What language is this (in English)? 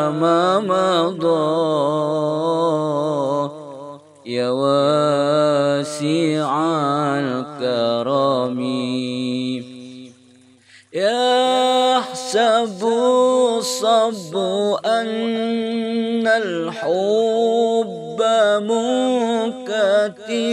Arabic